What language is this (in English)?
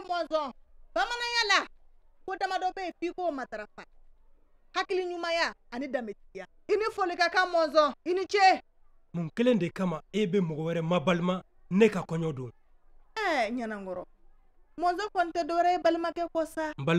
Bambara